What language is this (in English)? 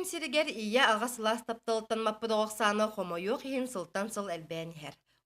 Yakut